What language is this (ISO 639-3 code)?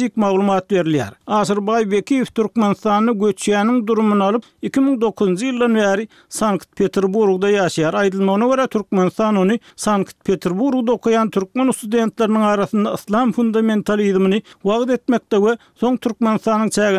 tuk